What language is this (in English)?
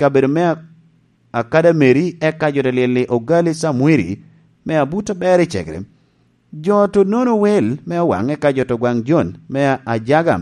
Lango (Uganda)